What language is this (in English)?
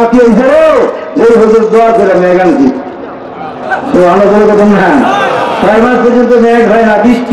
Bangla